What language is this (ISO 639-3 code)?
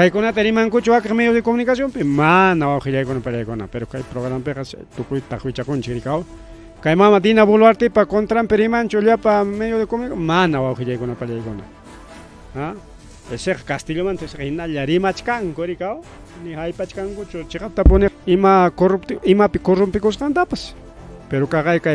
quy